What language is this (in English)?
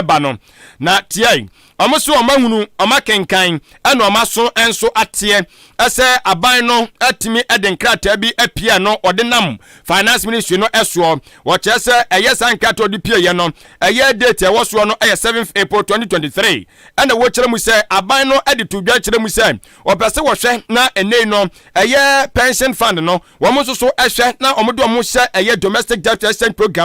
Akan